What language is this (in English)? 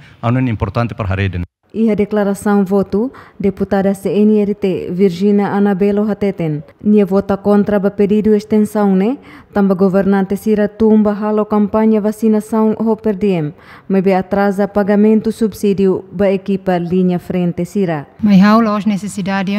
Tetum